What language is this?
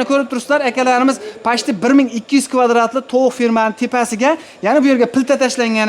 Uzbek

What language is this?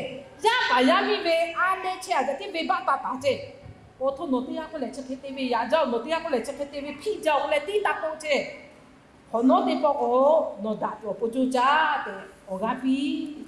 Lahu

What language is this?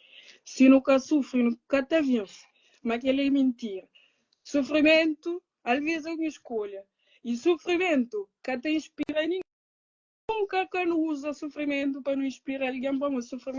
Kabuverdianu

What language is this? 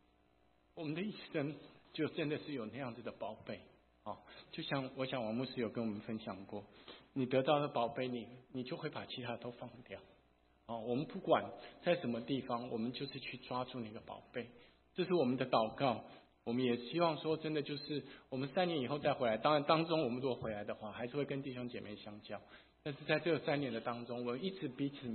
Chinese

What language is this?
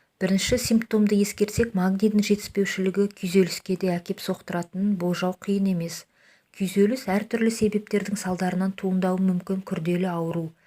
Kazakh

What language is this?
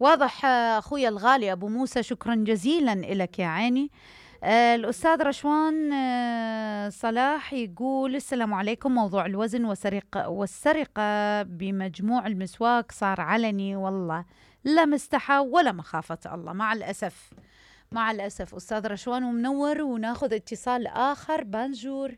Mesopotamian Arabic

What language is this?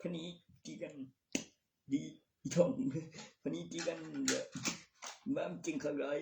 Northeastern Thai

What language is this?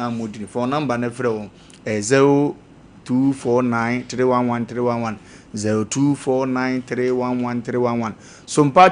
Akan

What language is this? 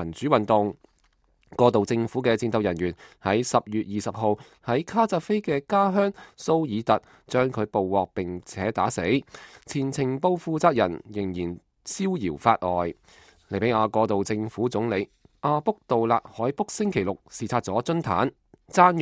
Cantonese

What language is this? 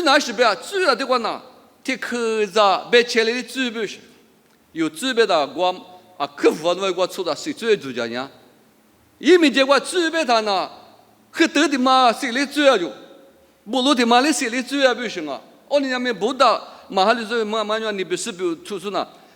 Lisu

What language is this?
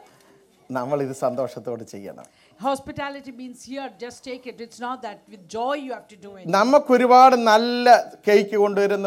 Malayalam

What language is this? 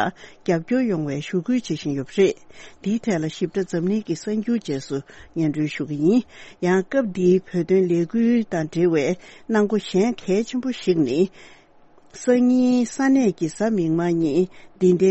Tibetan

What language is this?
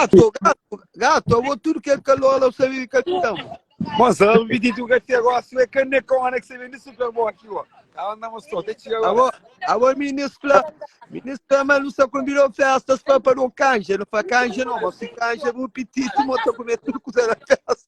Kabuverdianu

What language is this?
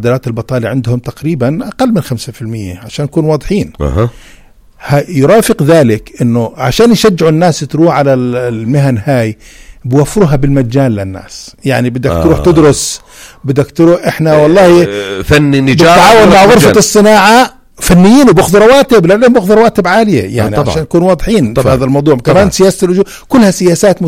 North Levantine Arabic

